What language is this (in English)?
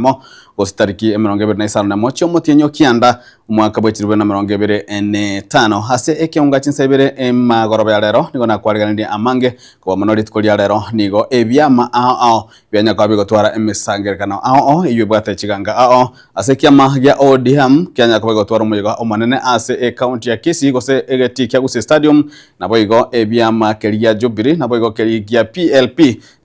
Gusii